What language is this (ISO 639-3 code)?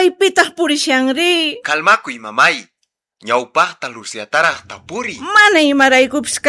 que